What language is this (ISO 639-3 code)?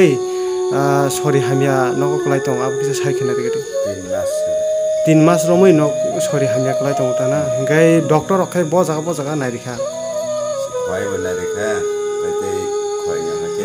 trp